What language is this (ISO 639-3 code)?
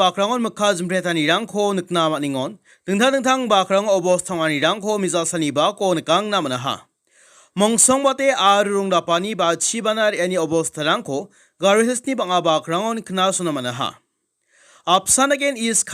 grt